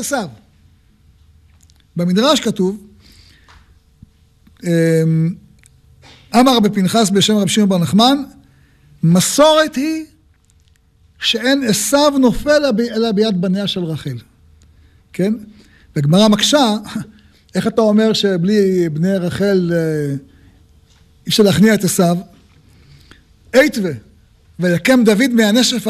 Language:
Hebrew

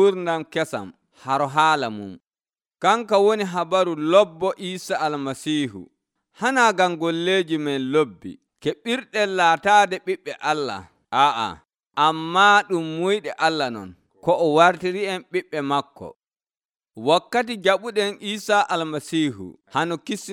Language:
Nigerian Fulfulde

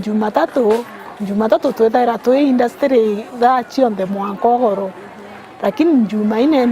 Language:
Meru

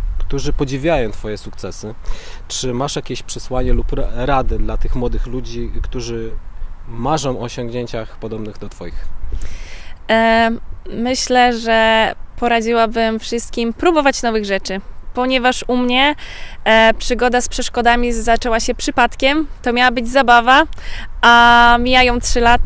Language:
Polish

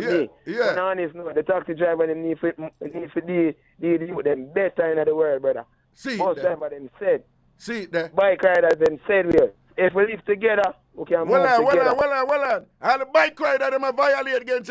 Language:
Jamaican Creole English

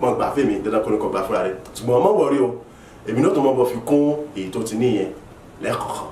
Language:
Yoruba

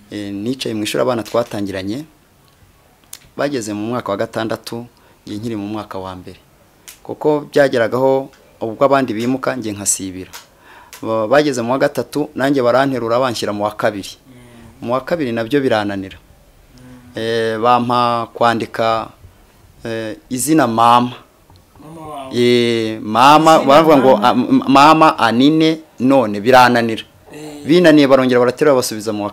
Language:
Kinyarwanda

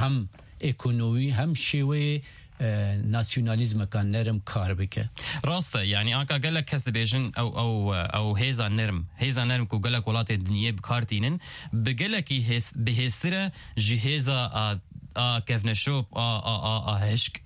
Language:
Kurdish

